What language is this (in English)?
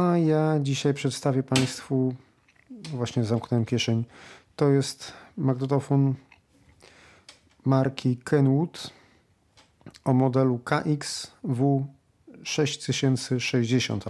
Polish